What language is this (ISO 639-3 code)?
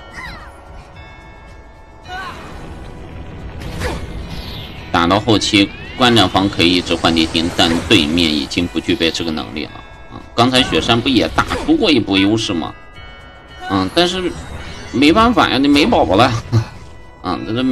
zho